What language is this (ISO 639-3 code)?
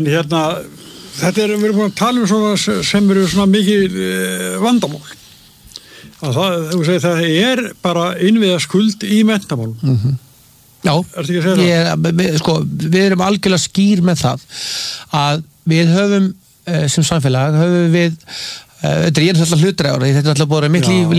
isl